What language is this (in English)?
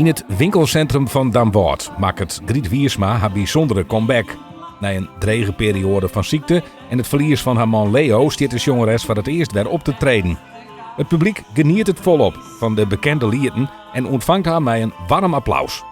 Western Frisian